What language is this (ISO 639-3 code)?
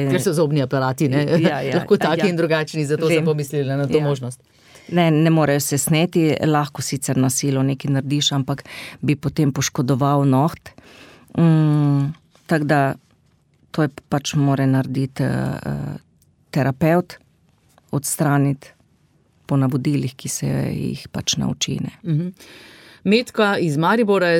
slv